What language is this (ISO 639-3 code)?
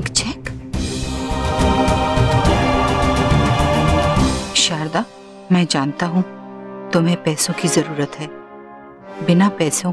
hin